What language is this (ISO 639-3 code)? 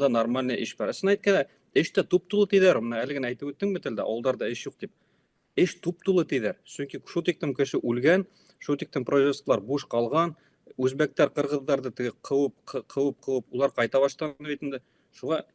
bak